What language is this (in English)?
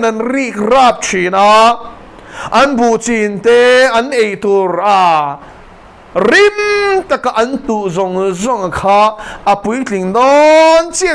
Mizo